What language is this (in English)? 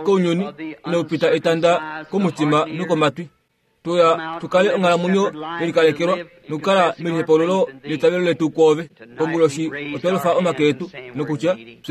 Kuanyama